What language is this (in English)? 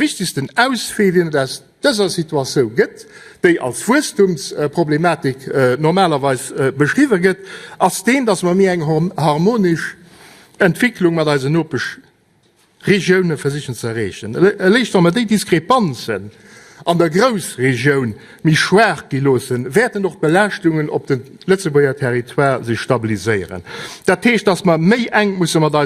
Luxembourgish